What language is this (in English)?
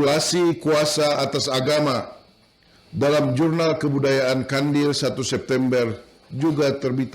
Banjar